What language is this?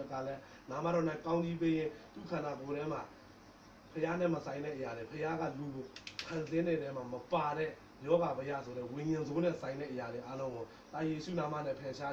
Burmese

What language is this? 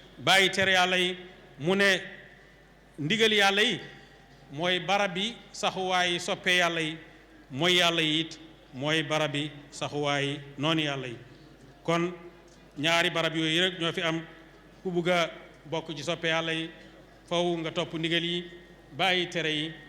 Wolof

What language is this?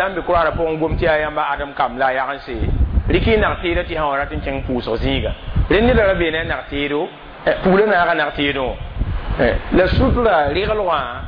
Mossi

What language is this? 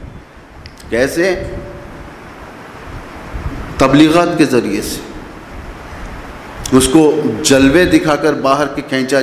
Urdu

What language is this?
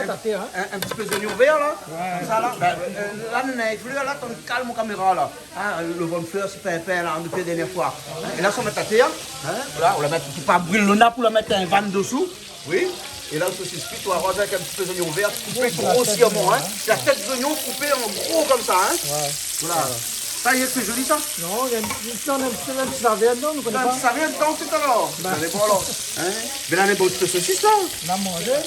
Réunion Creole French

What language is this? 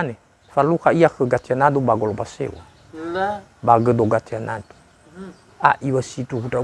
Nias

